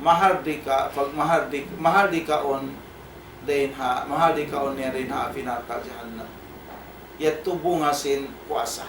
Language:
Tausug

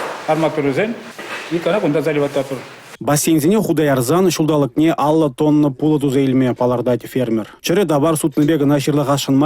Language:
Chuvash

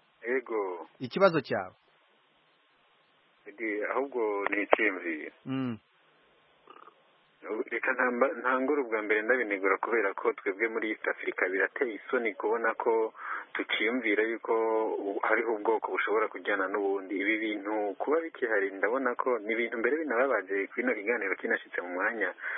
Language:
Kinyarwanda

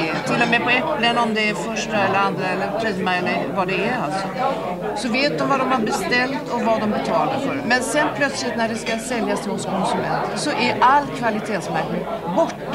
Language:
Swedish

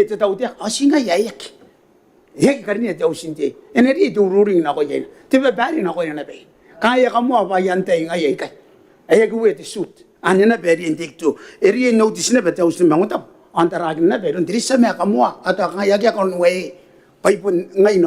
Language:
Gilbertese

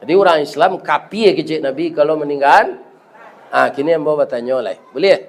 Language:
Minangkabau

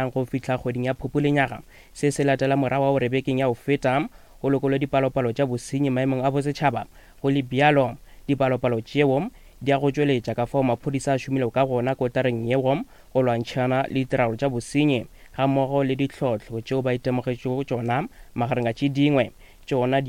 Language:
Northern Sotho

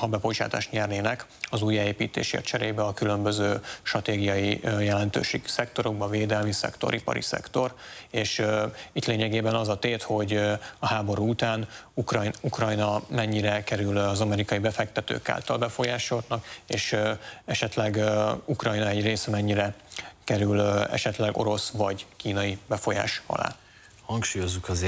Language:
Hungarian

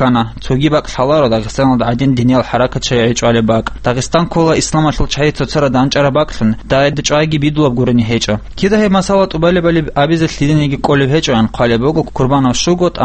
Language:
Avaric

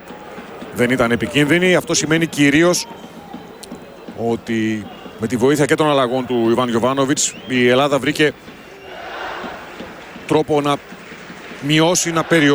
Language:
Greek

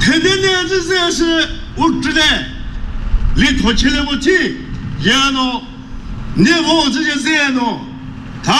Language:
Chokri Naga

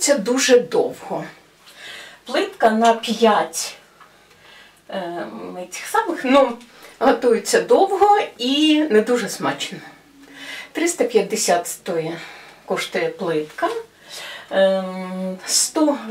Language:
Ukrainian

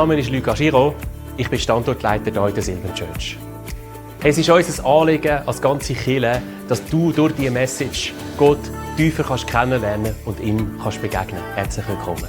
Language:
Swiss German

